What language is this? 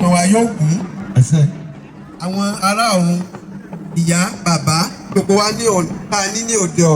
Yoruba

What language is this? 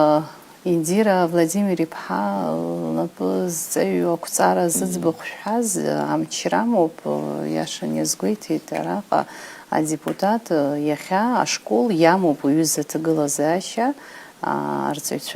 Abkhazian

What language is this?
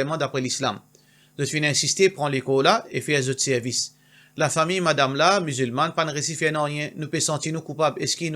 Morisyen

